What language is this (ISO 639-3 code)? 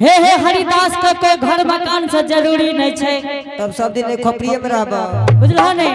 anp